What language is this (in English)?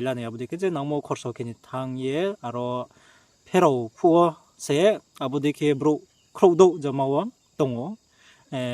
Riang (India)